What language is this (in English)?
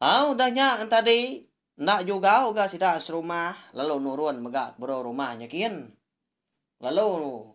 Iban